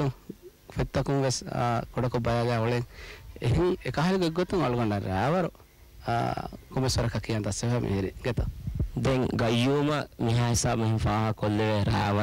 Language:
Divehi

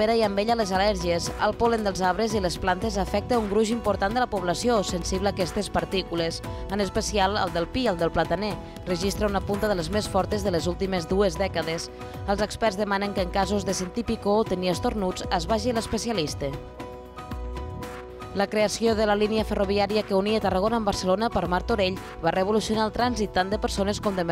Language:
Catalan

